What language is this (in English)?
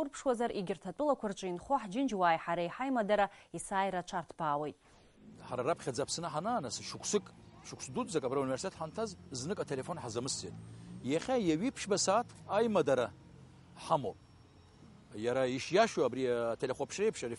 Abkhazian